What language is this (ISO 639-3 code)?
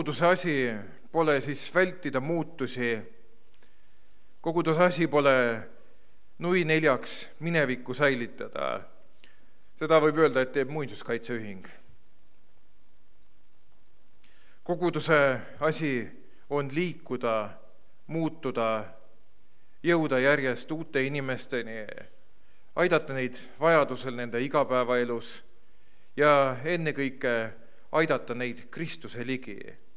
est